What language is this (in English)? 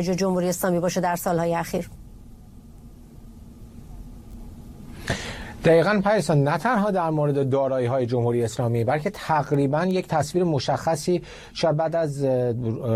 Persian